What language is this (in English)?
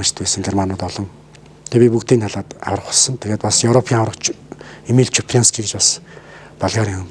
Mongolian